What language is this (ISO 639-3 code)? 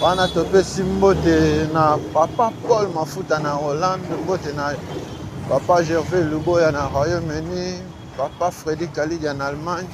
lin